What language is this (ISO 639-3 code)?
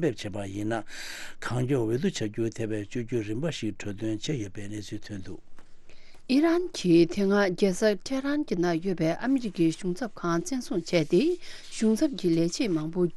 bod